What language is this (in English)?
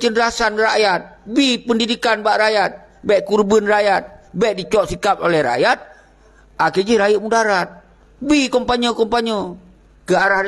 Achinese